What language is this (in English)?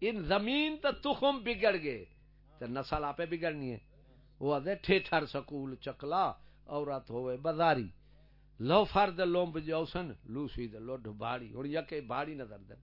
Saraiki